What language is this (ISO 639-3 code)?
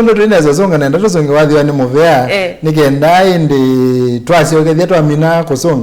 kam